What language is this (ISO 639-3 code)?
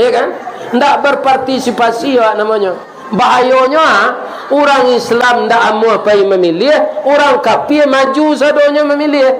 min